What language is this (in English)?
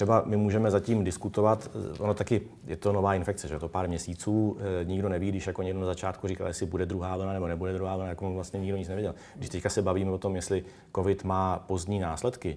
Czech